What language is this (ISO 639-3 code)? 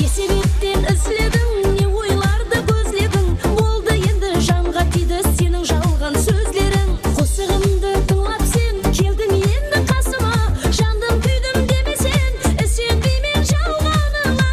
kaa